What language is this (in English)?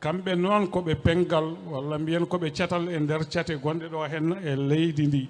Fula